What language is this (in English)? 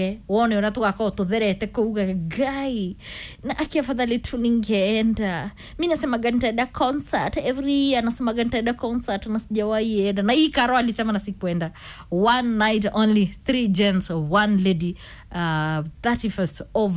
Kikuyu